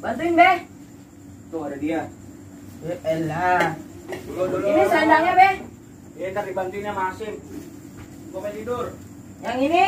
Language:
Betawi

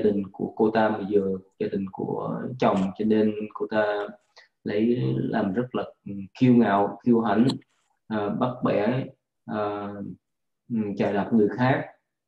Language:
Vietnamese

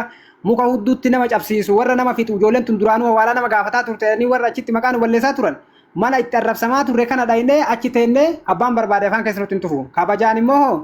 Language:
Oromo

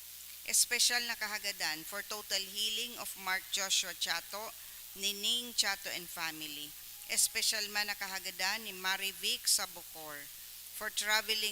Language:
Bikol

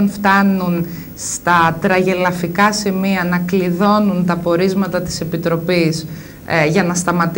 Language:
Greek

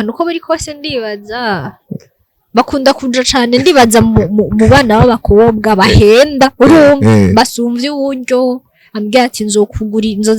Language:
Rundi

